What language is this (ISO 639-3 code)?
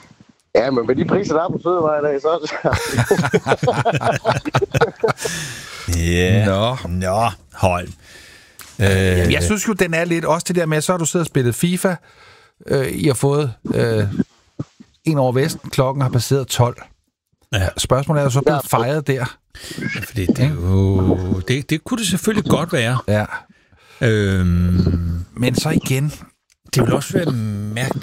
dan